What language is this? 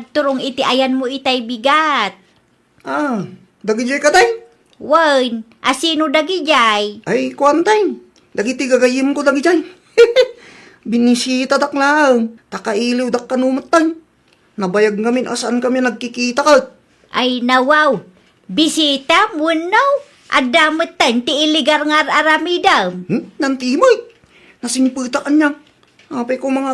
Iloko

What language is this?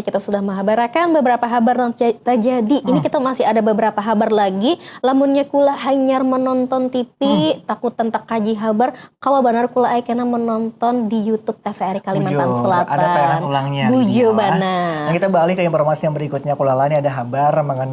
Banjar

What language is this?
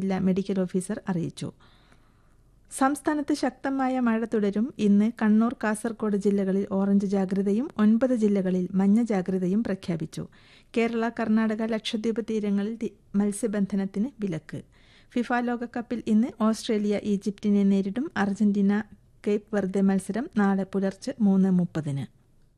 Malayalam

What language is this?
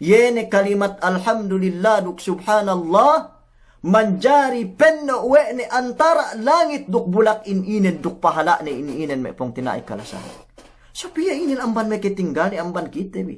Yakan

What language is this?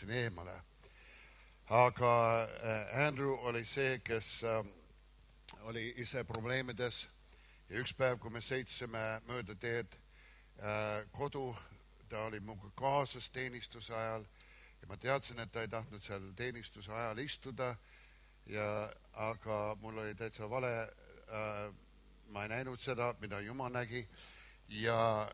Estonian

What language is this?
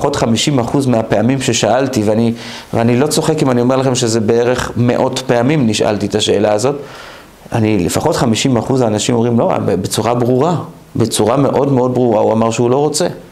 Hebrew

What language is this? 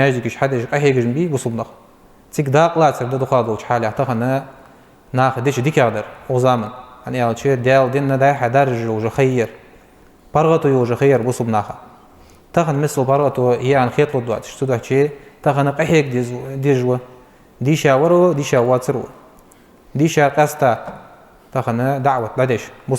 Ingush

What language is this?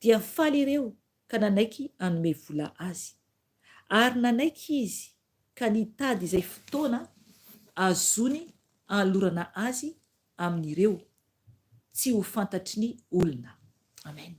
Malagasy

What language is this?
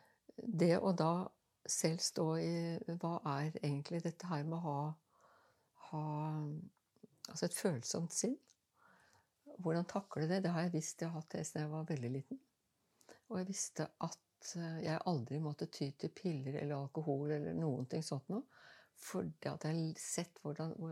Norwegian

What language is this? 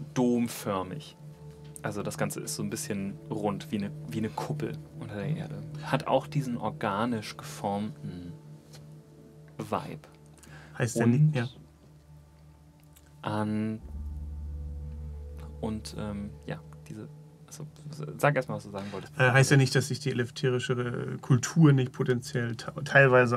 German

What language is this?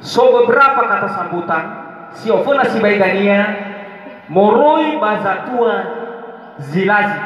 Nias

